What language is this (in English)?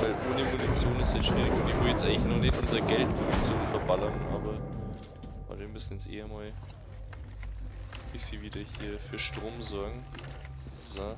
Bavarian